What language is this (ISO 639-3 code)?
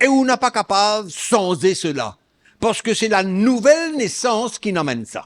mfe